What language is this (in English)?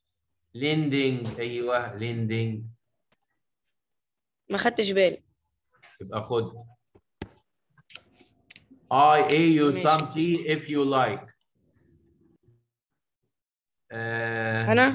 Egyptian Arabic